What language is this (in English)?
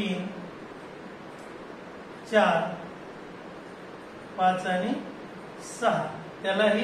Marathi